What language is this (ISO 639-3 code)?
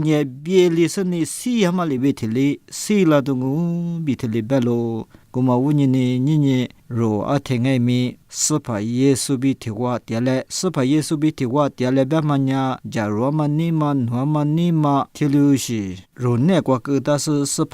lis